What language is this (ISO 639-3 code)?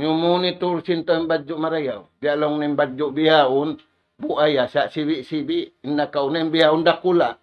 tsg